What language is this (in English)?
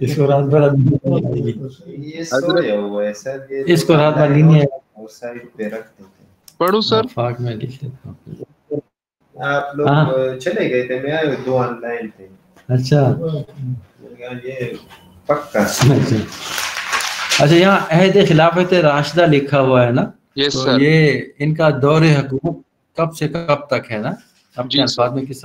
Urdu